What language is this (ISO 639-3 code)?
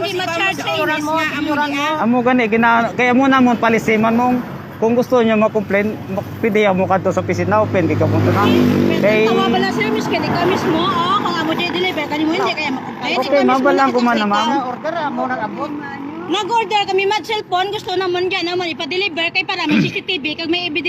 hil